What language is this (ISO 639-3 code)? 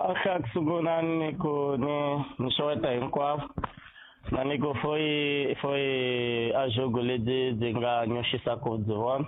tso